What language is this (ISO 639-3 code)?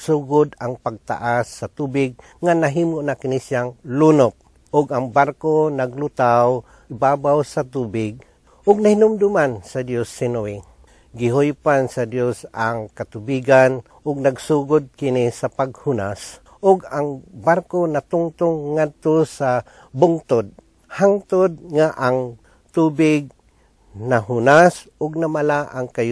ceb